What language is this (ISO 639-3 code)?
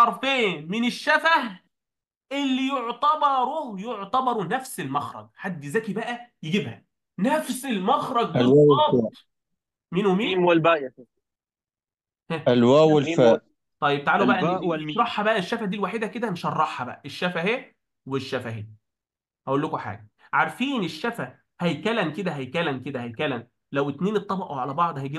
arz